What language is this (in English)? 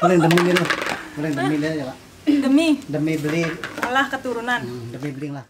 Balinese